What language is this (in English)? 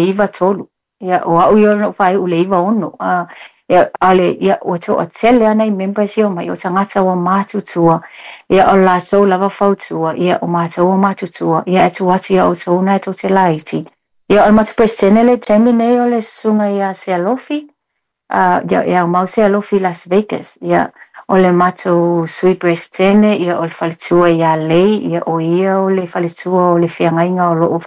Samoan